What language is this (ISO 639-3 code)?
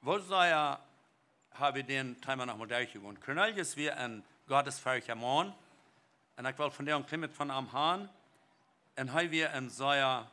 pdt